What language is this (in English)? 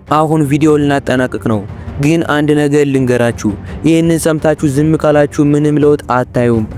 Amharic